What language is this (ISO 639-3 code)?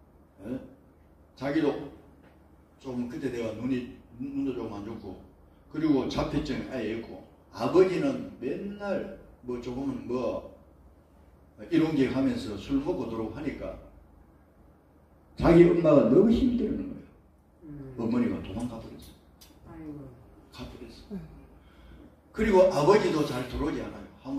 kor